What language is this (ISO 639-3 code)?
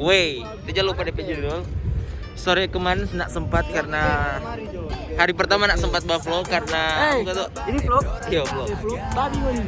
xmm